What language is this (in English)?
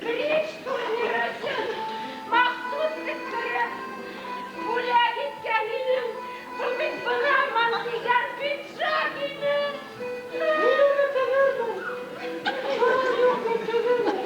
Bashkir